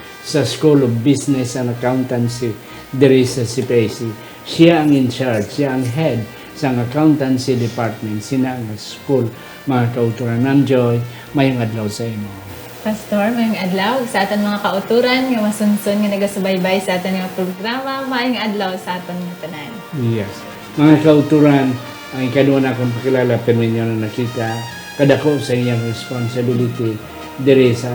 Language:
Hiligaynon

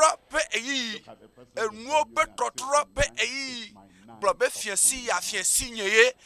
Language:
Ewe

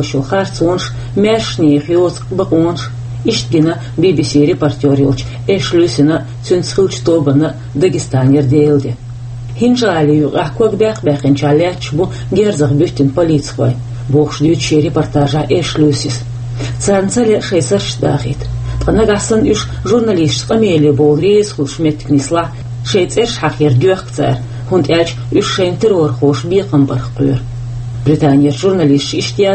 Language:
Chechen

